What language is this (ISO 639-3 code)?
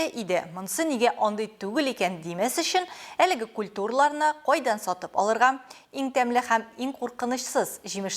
tat